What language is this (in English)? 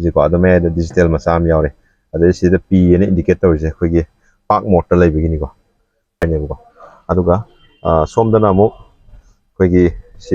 Manipuri